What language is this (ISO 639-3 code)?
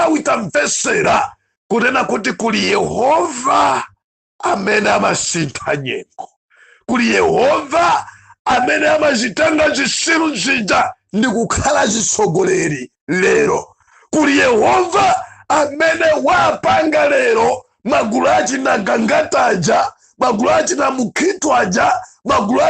nya